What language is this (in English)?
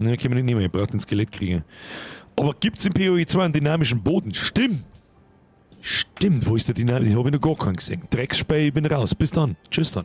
Bavarian